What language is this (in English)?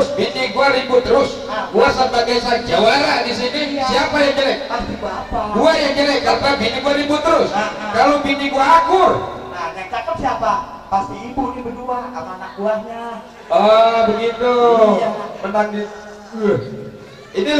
Betawi